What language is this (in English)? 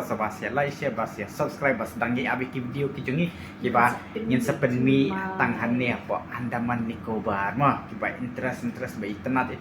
Khasi